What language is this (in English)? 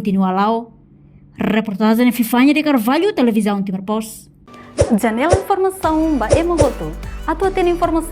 Tetum